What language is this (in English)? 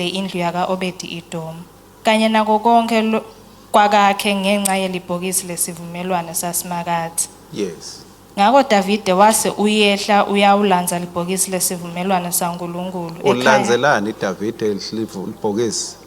Swati